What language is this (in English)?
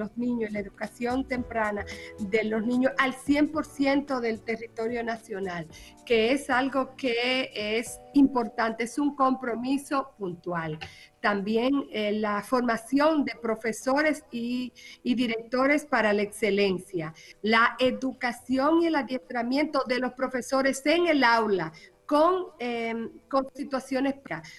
Spanish